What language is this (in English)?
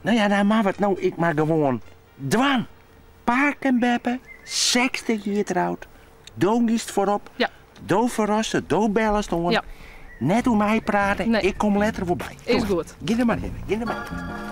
Western Frisian